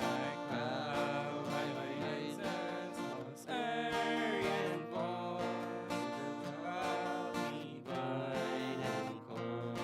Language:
Plautdietsch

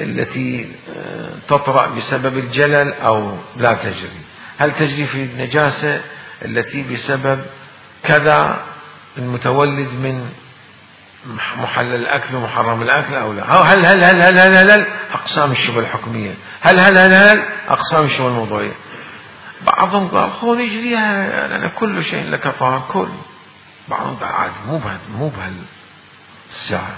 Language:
Mesopotamian Arabic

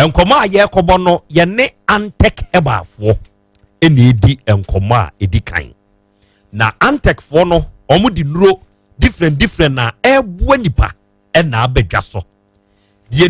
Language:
Akan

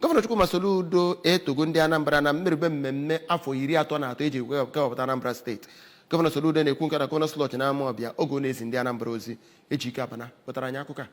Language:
Igbo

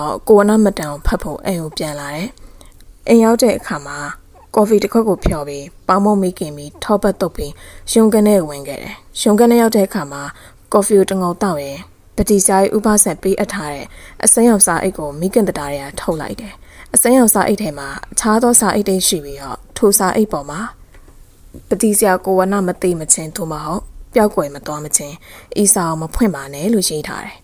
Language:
Burmese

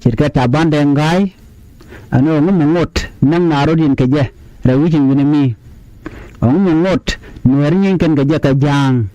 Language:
Nuer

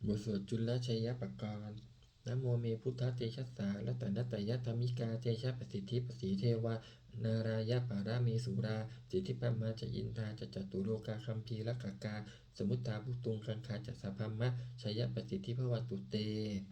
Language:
Pali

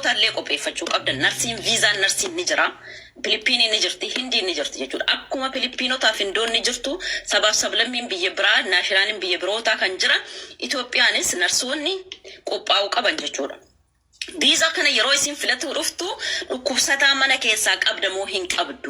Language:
Oromo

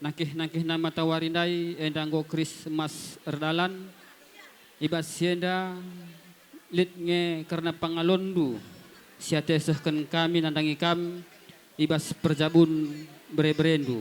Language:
Batak Karo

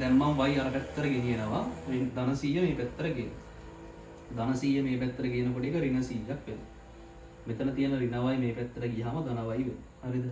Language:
Sinhala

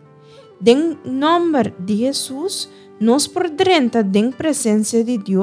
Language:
Papiamento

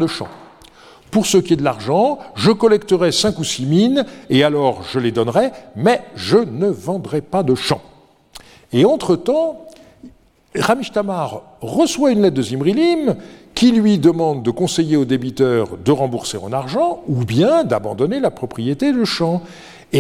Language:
French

